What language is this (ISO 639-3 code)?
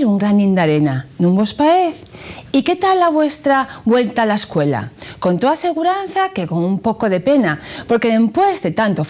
ast